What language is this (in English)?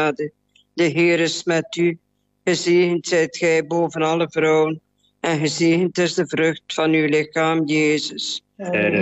Dutch